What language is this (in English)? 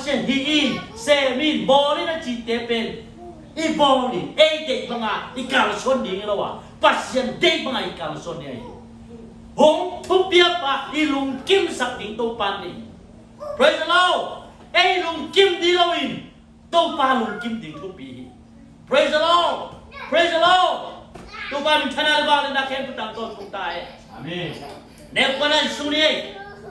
Tedim Chin